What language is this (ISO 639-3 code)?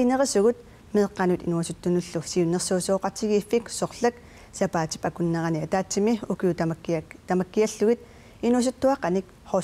kal